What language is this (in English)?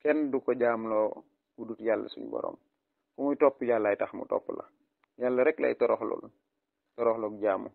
Wolof